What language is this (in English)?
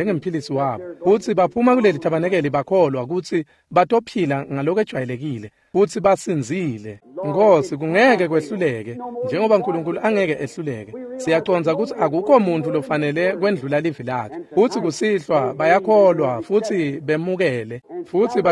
Swati